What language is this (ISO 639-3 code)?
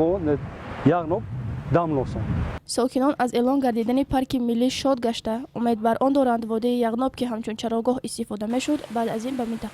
tgk